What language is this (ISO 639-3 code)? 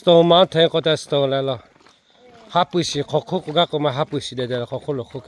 lhu